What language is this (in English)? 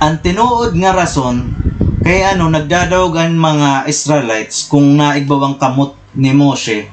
Waray